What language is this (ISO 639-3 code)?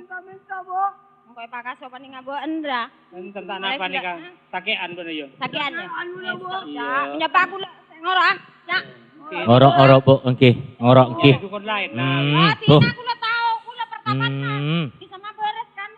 mad